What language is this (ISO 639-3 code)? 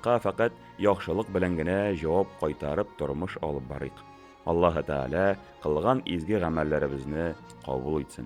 tat